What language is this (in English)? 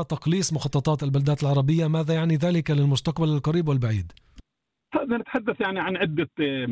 North Levantine Arabic